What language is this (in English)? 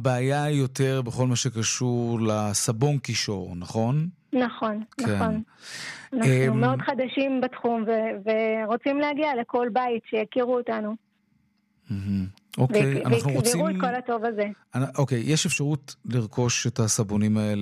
Hebrew